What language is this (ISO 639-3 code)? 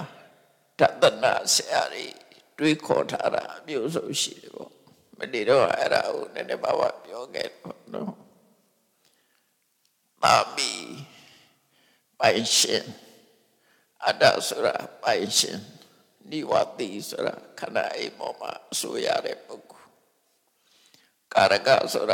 mya